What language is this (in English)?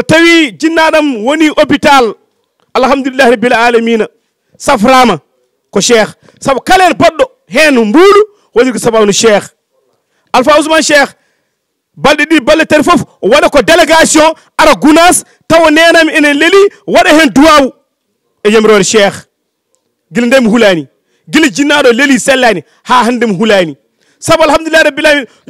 Fula